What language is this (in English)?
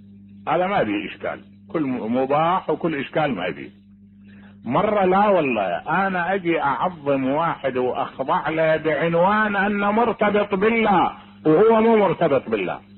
Mesopotamian Arabic